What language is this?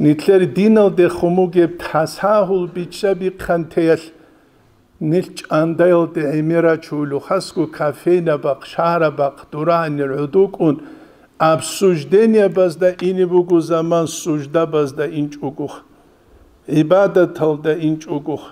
Avaric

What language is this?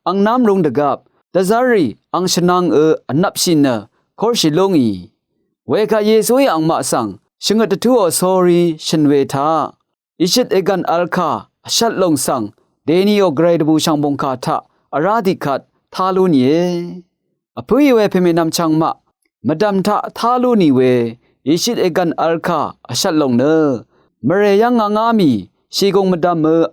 Rawang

